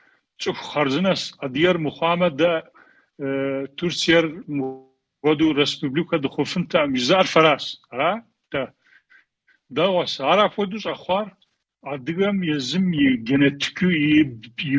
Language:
Kabardian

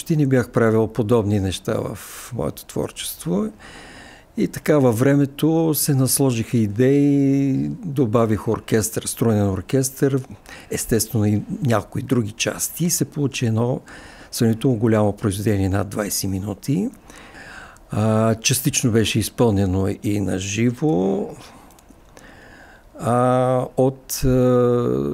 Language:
Bulgarian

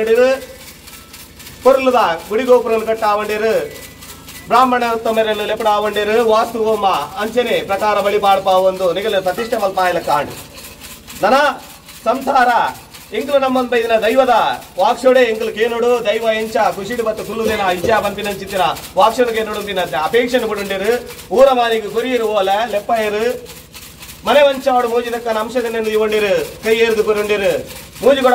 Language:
Tulu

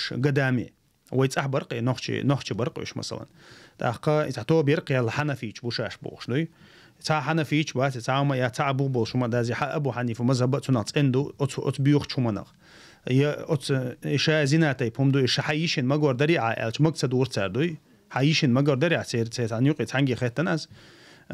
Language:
Chechen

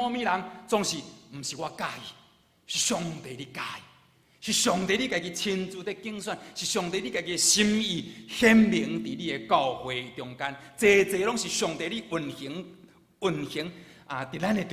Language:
Min Nan Chinese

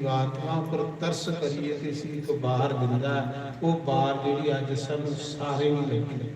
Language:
Dogri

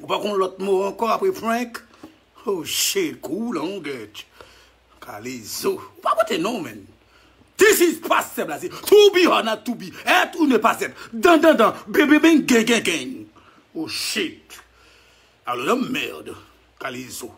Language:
Haitian Creole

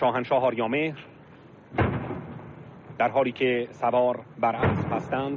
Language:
Persian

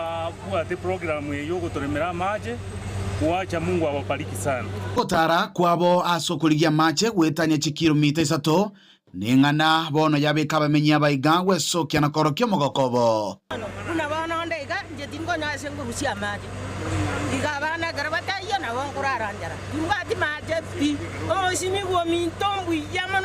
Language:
Gusii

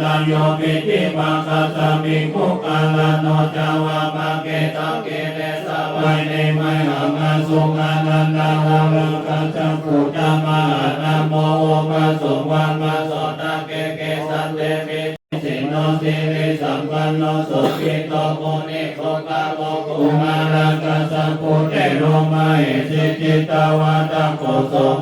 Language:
Pali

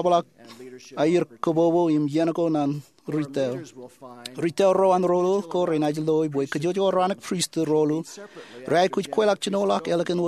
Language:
Marshallese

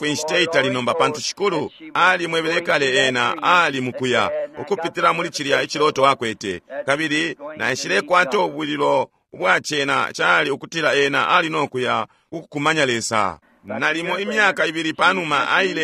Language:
Bemba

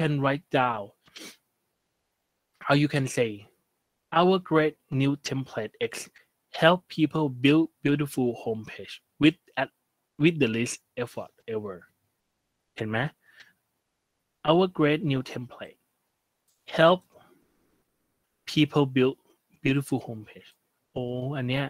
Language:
Thai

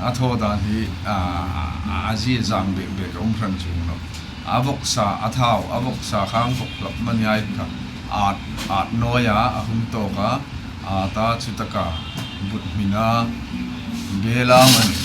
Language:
Hmar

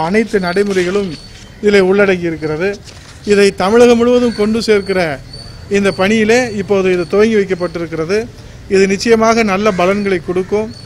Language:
Tamil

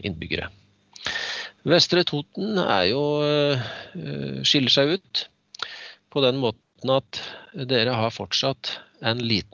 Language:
Norwegian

